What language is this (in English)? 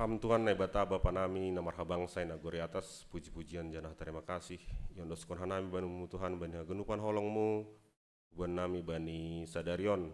Batak Simalungun